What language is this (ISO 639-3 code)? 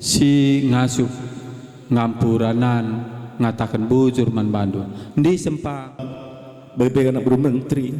btx